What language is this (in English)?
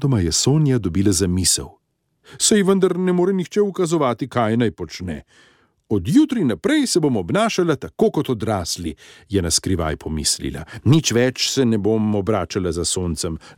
Slovenian